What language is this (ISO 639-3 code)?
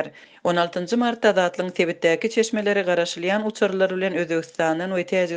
tuk